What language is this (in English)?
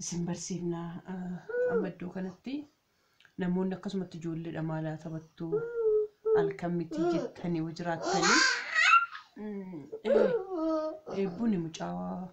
Oromo